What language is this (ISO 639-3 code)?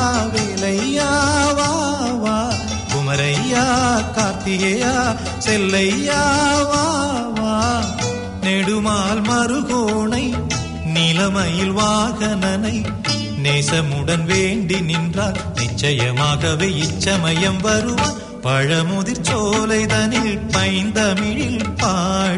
tam